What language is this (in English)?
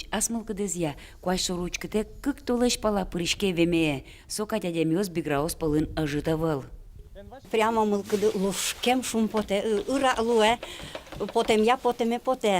Udmurt